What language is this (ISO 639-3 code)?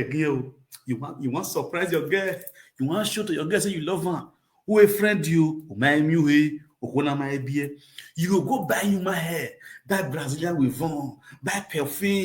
pcm